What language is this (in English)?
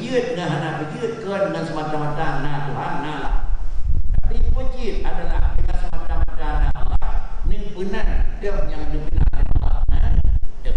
Achinese